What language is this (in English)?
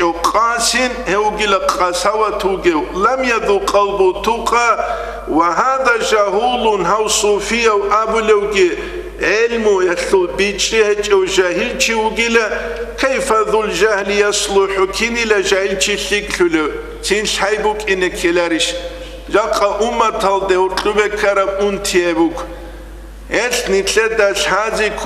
Avaric